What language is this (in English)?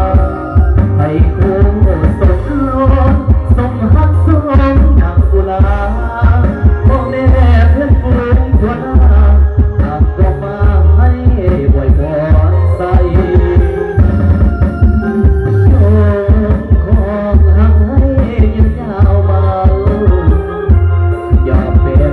Thai